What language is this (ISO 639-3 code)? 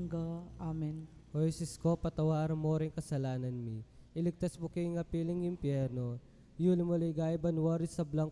pam